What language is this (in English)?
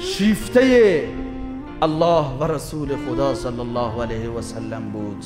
Persian